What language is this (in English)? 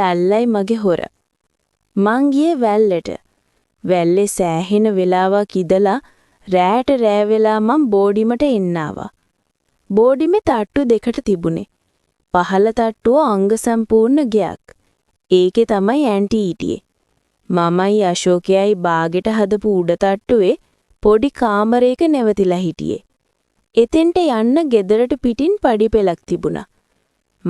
Sinhala